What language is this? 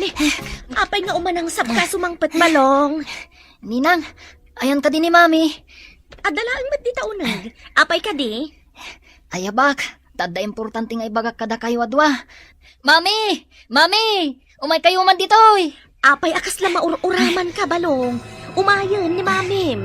Iloko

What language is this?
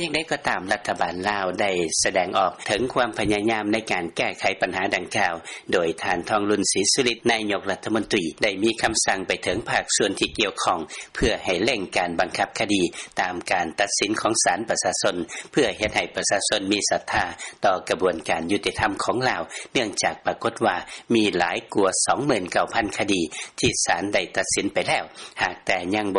Lao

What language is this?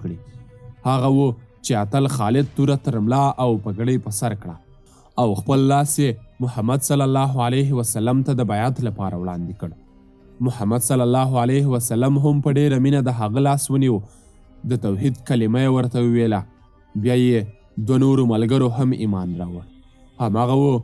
Pashto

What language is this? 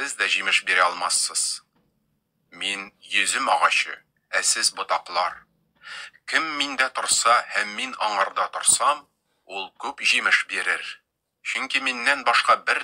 Tatar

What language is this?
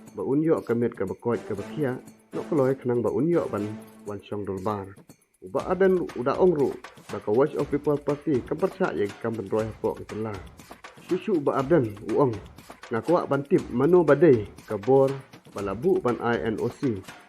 Khasi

